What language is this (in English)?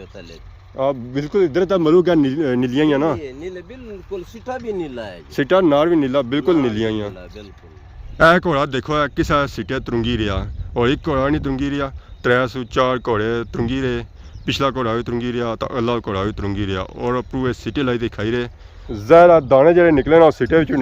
Pahari-Potwari